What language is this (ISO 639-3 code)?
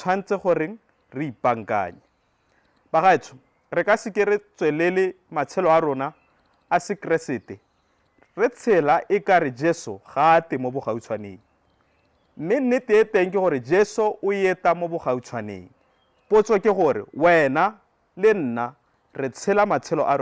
tsn